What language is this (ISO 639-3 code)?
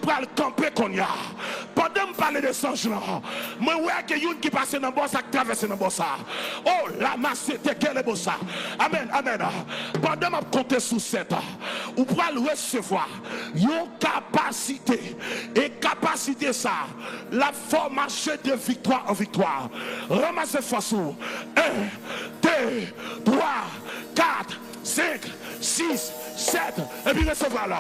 hat